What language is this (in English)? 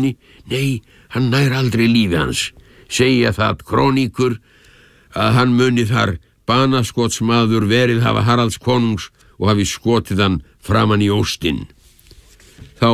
Icelandic